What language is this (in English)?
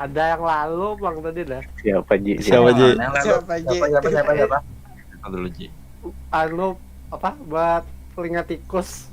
Banjar